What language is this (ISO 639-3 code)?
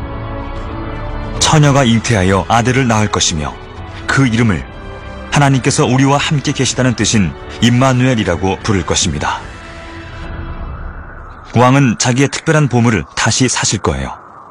kor